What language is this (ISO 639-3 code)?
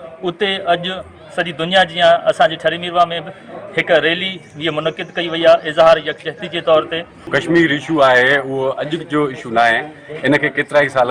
snd